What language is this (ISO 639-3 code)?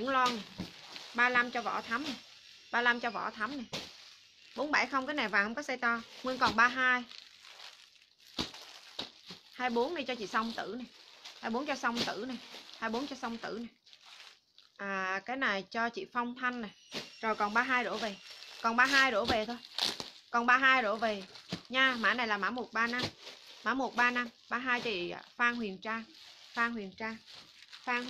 vie